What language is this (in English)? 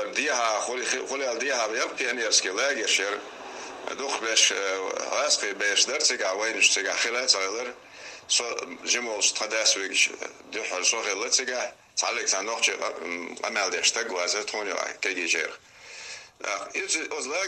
Chechen